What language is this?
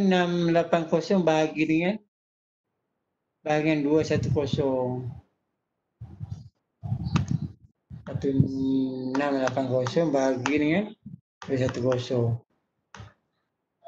Malay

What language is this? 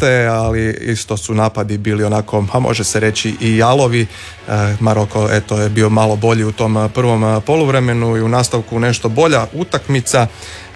Croatian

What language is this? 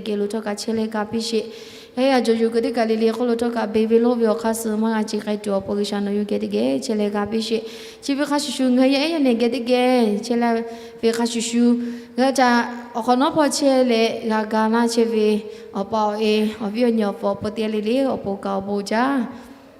Lahu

